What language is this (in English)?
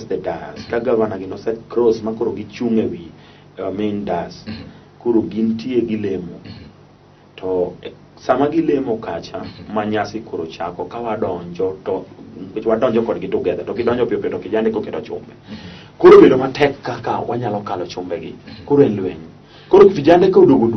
Luo (Kenya and Tanzania)